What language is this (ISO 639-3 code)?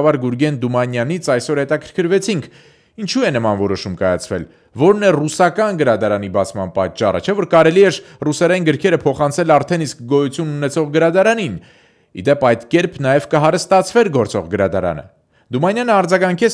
hye